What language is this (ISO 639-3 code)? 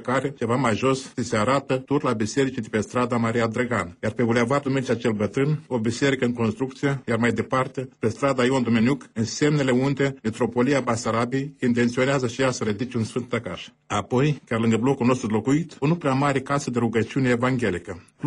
ron